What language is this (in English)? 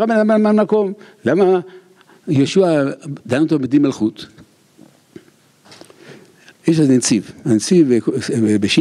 Hebrew